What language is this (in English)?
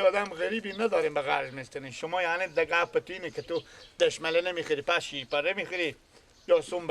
Persian